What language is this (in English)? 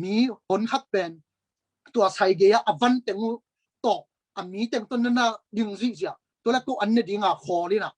Tedim Chin